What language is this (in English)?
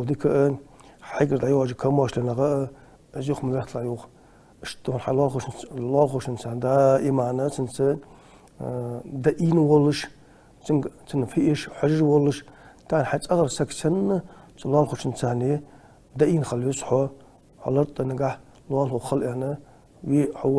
Ingush